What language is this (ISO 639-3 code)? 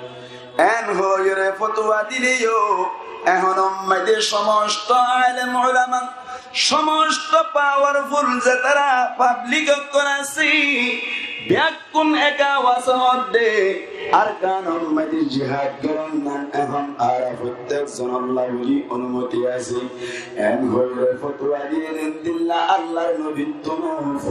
rhg